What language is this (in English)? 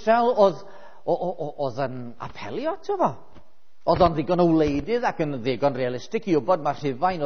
Welsh